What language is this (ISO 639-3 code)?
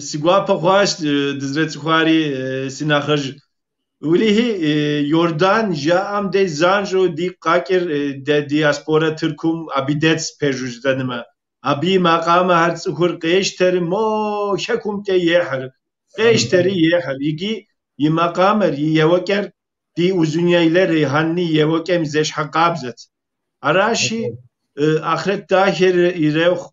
kbd